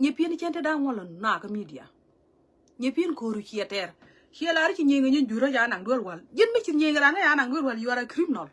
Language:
Nuer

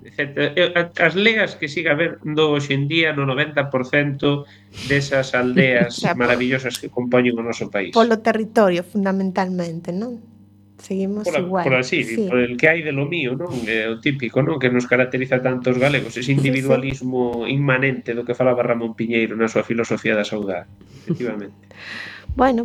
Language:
Galician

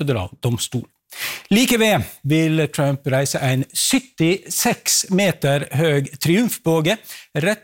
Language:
Norwegian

